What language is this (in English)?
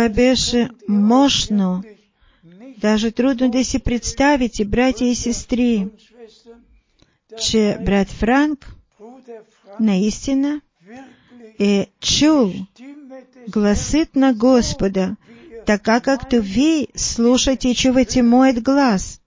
Bulgarian